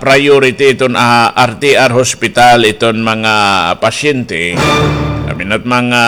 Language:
Waray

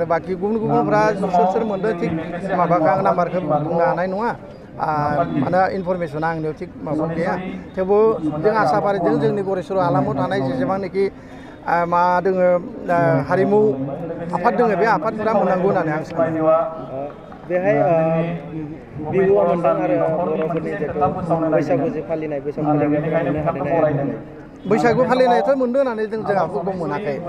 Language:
Bodo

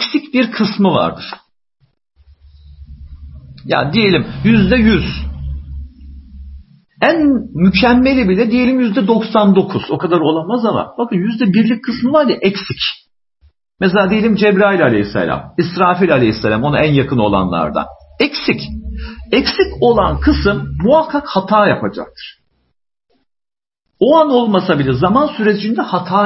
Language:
Turkish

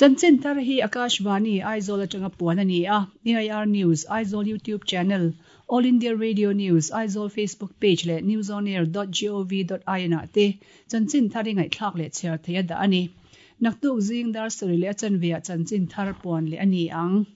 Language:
Mizo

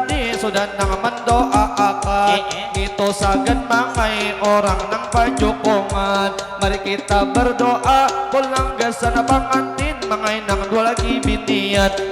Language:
Banjar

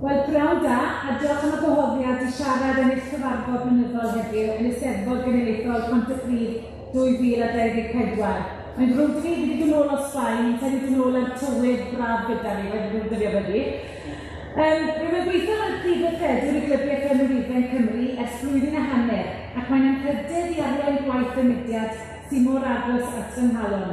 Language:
Welsh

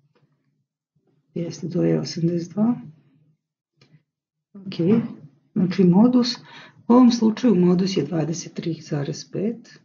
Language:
Serbian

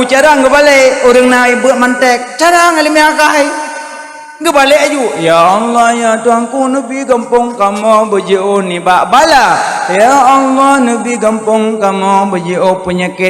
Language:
Achinese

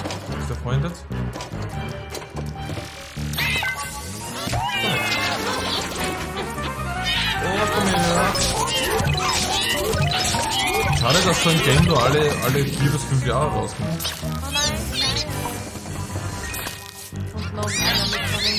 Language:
German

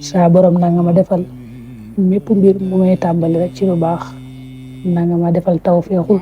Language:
Wolof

